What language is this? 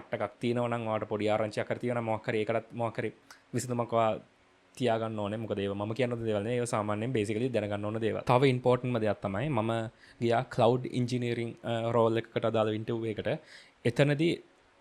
Sinhala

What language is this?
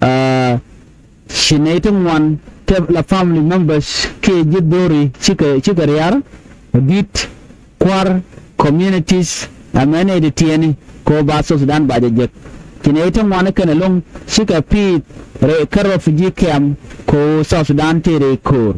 Nuer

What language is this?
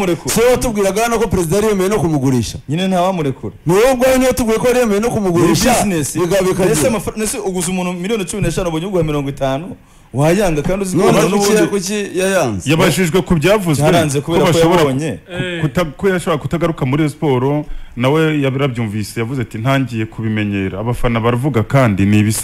Kinyarwanda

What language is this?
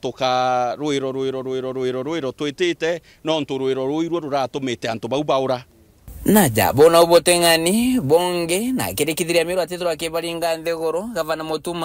Meru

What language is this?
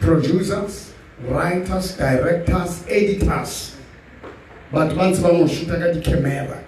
Southern Sotho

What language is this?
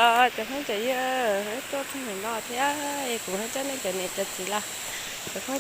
Hmong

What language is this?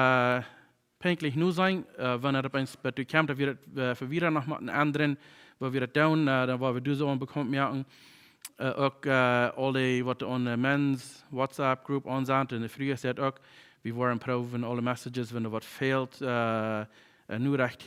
Plautdietsch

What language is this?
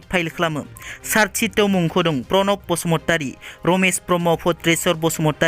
Bodo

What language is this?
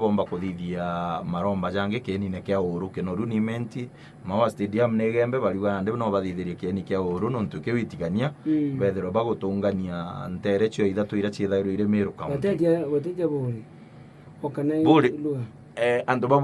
Meru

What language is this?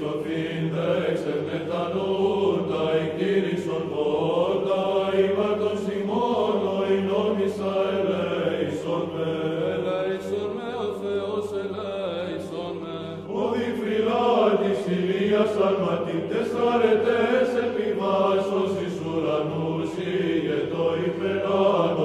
Greek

